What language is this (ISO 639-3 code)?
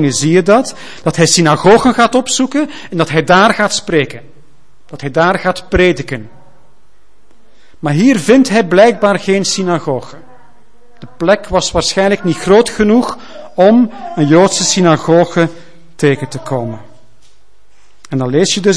nld